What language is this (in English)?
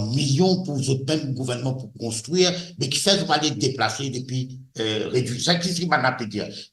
Morisyen